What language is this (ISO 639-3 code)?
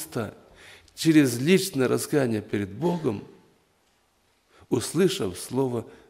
rus